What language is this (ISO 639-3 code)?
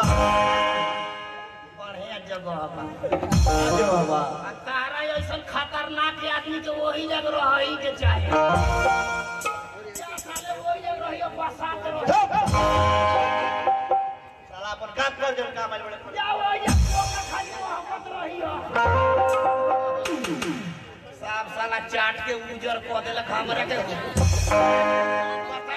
bho